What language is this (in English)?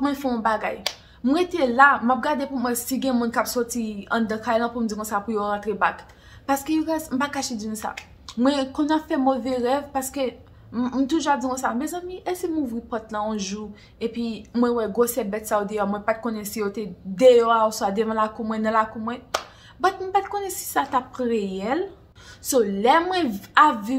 Haitian Creole